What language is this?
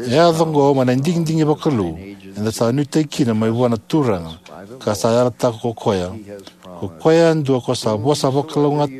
Fijian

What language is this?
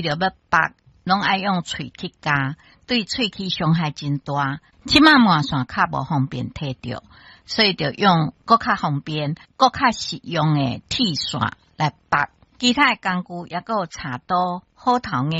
Min Nan Chinese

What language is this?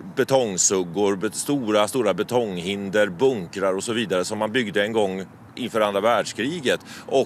Swedish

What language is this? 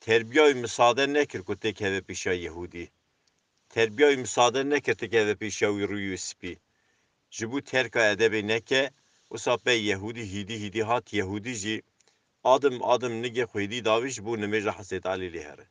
Kurdish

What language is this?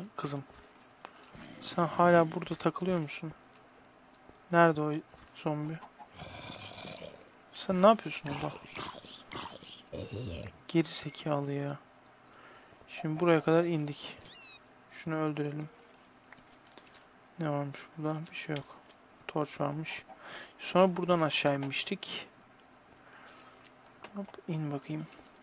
Turkish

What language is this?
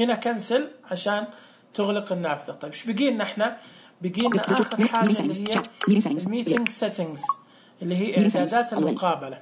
Najdi Arabic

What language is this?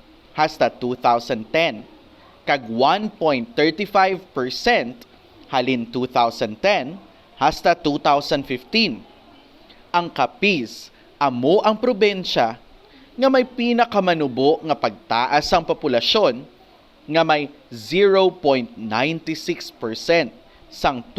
Hiligaynon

